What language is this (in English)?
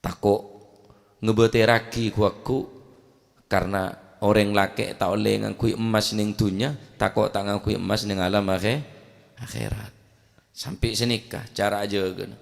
Madurese